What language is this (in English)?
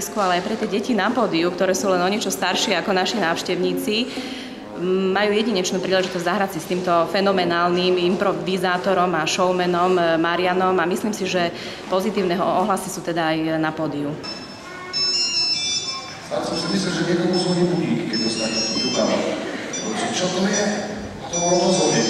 Slovak